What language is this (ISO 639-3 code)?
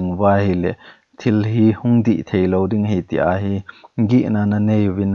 tcz